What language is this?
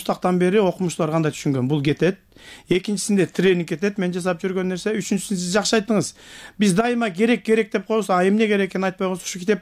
Kyrgyz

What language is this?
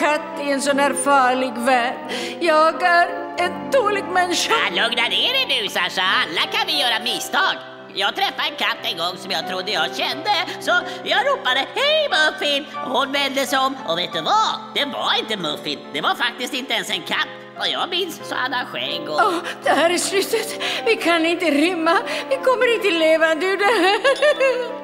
Swedish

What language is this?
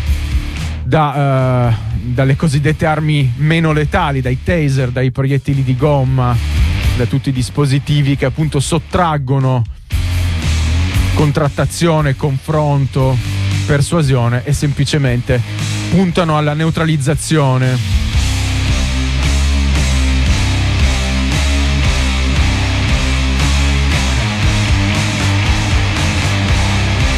Italian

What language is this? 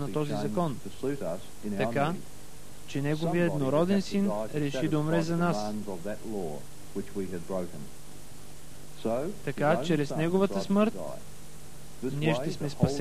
Bulgarian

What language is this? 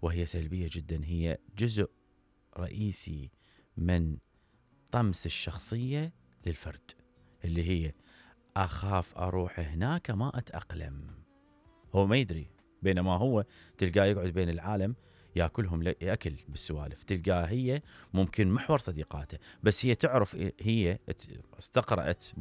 Mesopotamian Arabic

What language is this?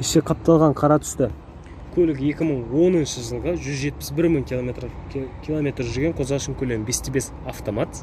Kazakh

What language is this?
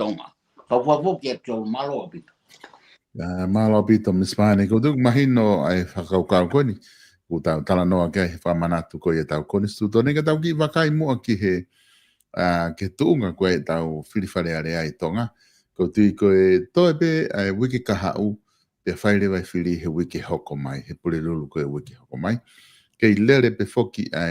Tongan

